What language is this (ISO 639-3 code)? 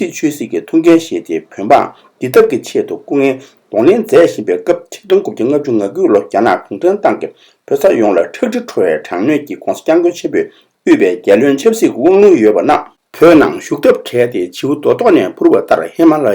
bod